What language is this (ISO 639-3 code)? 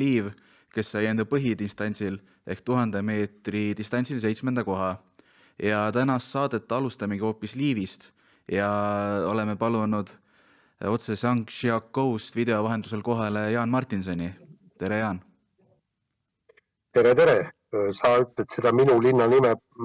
est